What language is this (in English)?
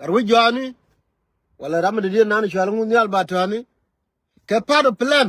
Nuer